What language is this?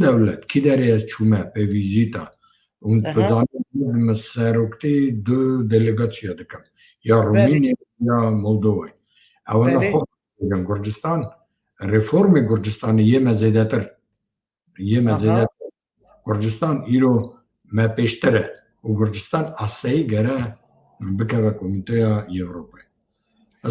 Kurdish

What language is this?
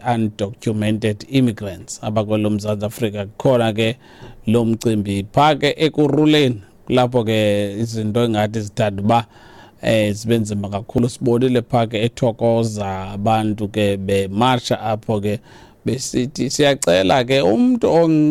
Xhosa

